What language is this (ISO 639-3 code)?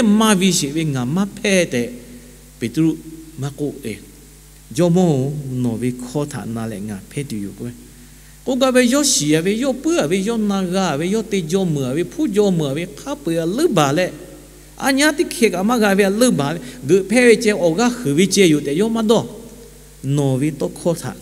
lhu